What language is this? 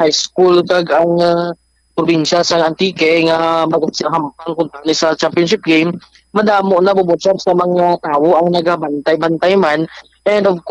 Hiligaynon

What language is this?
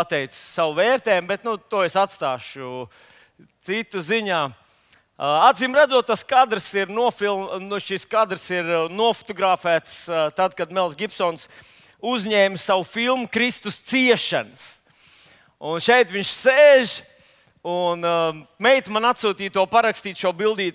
Latvian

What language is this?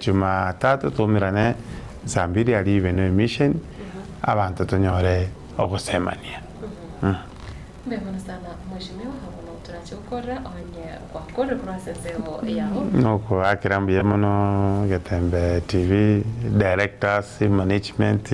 Gusii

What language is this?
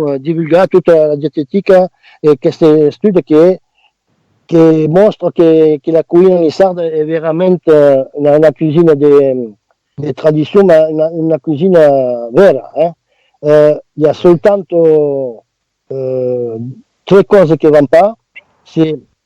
Occitan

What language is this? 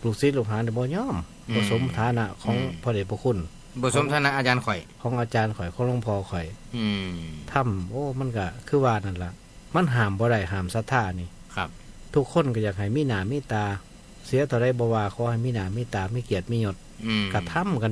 Northeastern Thai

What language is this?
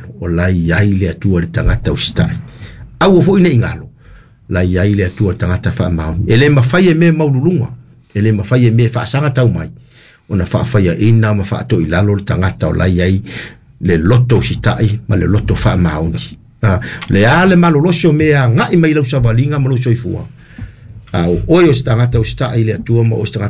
Samoan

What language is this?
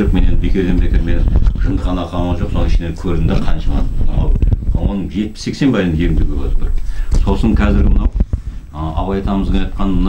Kazakh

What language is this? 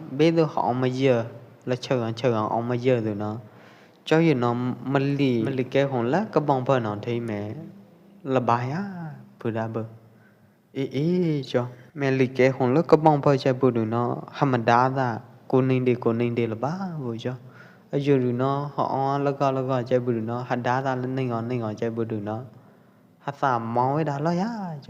Pwo Eastern Karen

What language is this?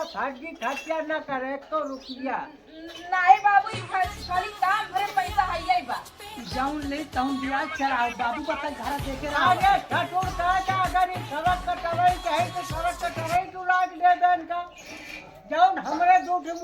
Awadhi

